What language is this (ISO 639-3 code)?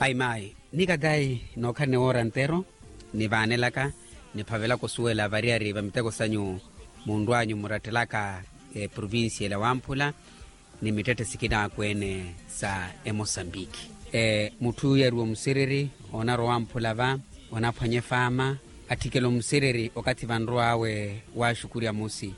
vmw